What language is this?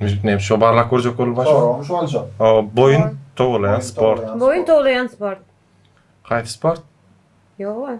Turkmen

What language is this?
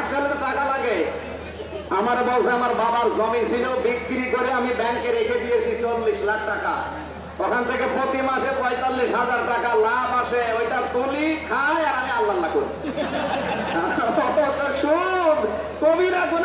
Bangla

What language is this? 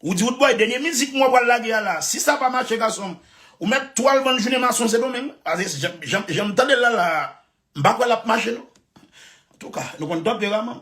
Haitian Creole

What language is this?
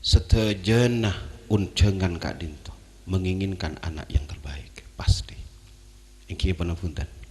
Madurese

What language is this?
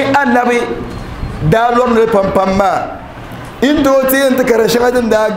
Dagbani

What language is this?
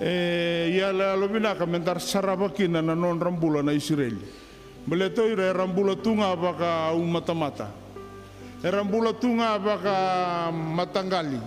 Fijian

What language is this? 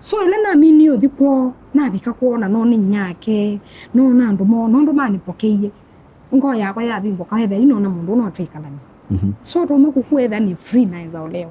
Kamba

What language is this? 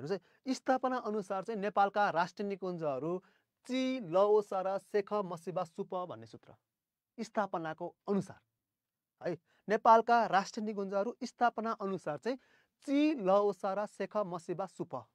Nepali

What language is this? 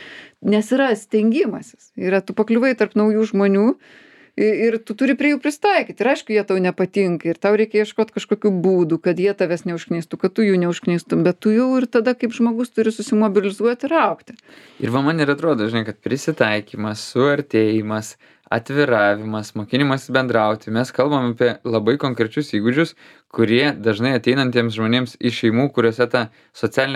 Lithuanian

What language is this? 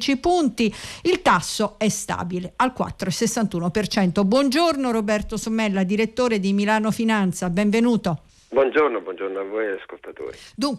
Italian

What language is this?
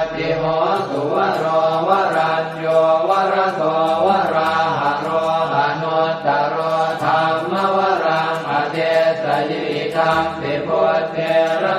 Pali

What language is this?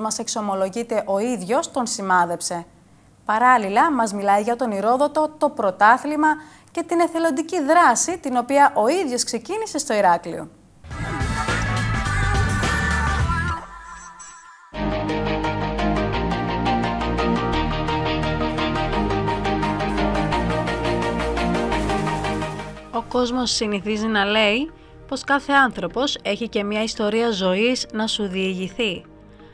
Greek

